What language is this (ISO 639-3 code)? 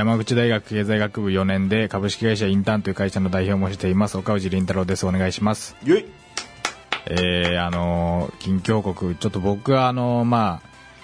jpn